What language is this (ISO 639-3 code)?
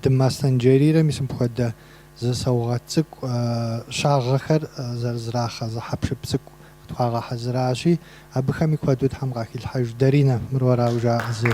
kbd